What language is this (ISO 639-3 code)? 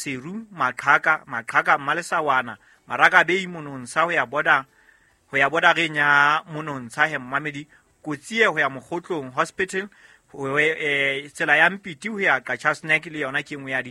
sot